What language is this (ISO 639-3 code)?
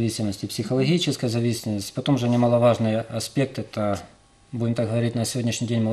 rus